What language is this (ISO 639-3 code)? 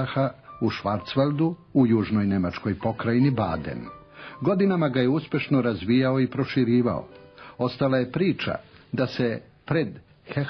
srp